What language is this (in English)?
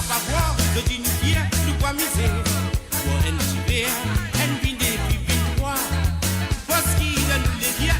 Morisyen